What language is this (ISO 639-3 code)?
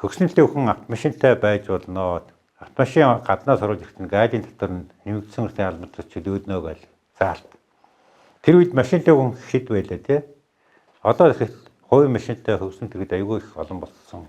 mon